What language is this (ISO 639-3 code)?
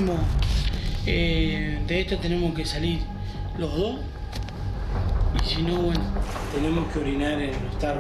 spa